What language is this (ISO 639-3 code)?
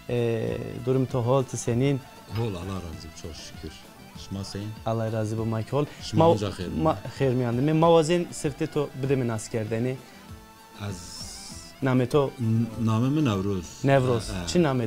zza